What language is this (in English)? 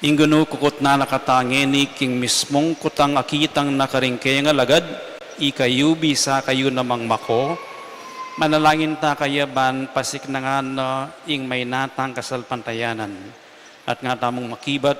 Pampanga